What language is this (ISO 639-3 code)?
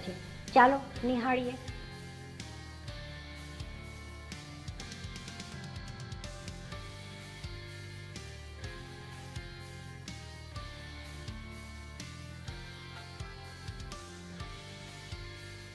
guj